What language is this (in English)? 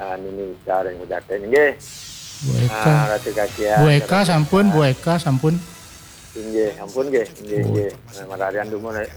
Balinese